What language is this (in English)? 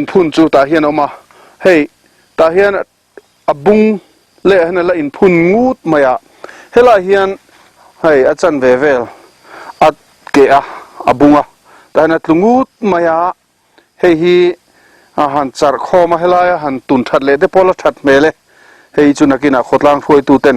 Mizo